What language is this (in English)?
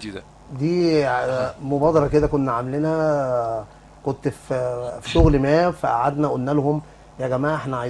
Egyptian Arabic